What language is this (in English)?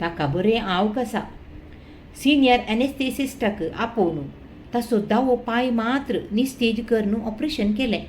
Konkani